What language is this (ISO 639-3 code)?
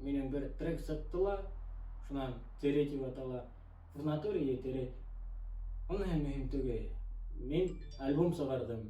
bak